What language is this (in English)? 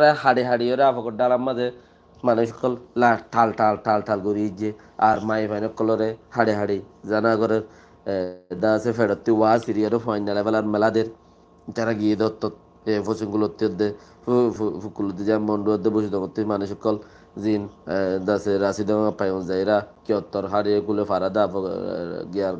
Rohingya